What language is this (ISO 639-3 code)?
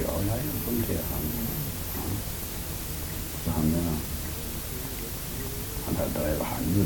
nor